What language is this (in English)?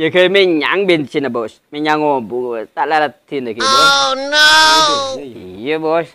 Madurese